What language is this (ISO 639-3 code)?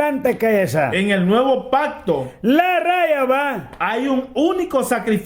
miq